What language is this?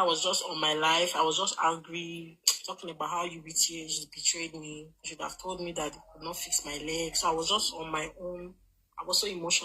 Nigerian Pidgin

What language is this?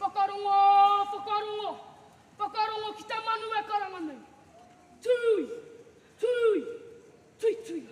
Māori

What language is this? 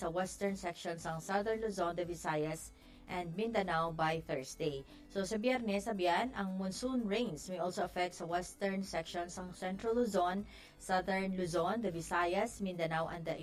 Hiligaynon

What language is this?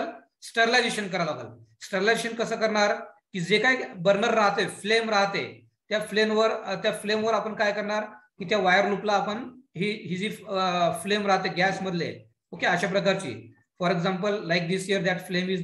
Marathi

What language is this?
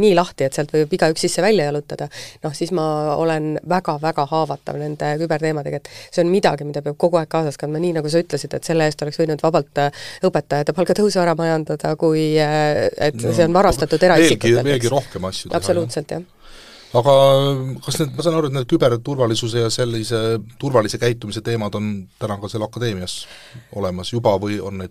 Estonian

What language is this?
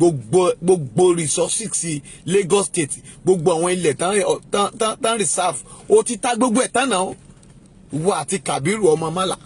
Yoruba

